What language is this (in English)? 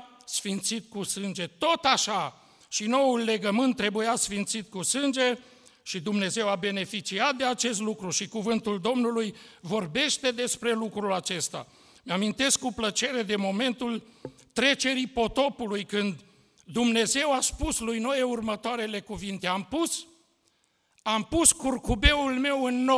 Romanian